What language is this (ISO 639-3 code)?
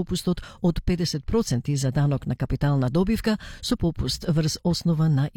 mkd